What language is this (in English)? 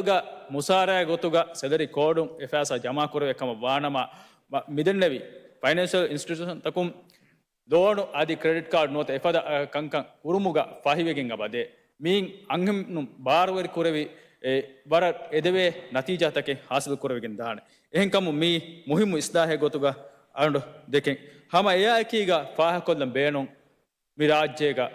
Divehi